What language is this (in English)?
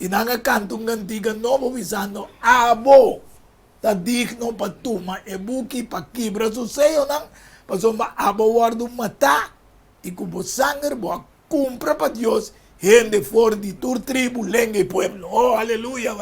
Papiamento